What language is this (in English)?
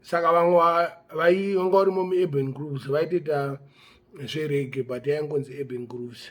Shona